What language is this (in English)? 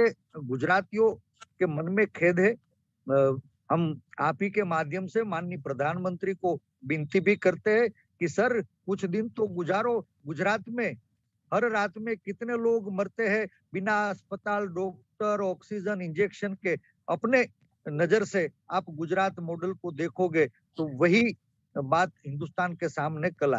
Hindi